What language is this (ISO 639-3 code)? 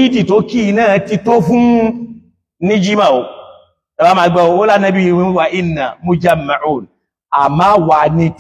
yor